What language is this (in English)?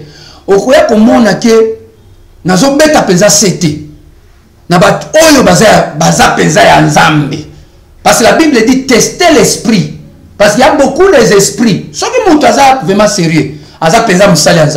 Lingala